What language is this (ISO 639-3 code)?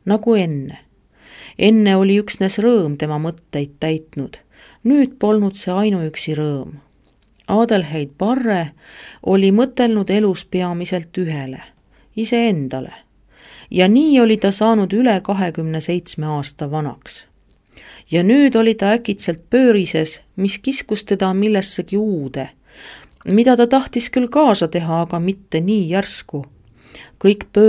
est